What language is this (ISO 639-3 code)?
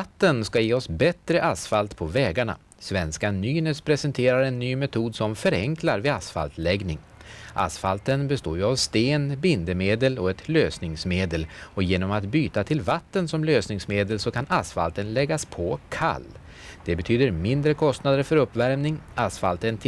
swe